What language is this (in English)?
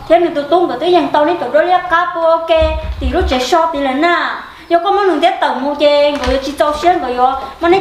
Hmong